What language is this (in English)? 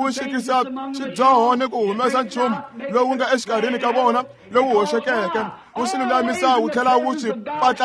Tsonga